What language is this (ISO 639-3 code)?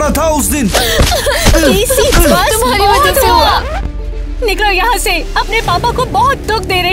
hin